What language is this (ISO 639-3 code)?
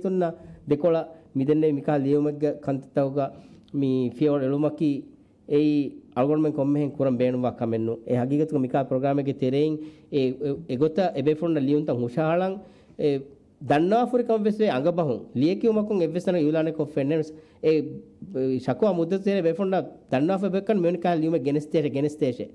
div